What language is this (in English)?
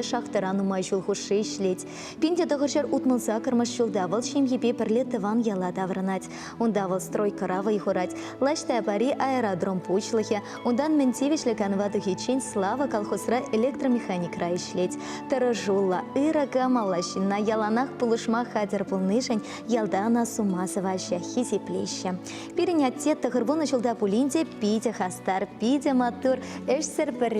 Chuvash